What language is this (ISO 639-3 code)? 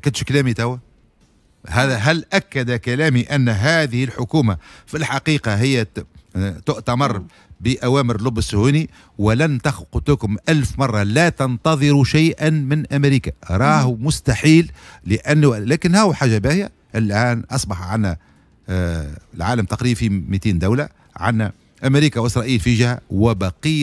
aeb